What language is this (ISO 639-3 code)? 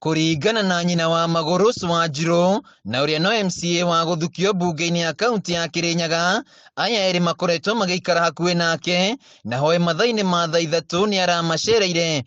kik